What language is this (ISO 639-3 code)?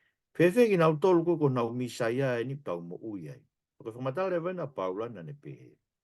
ton